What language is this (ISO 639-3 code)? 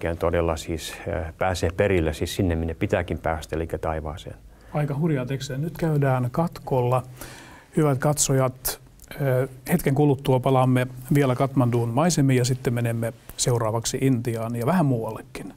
fin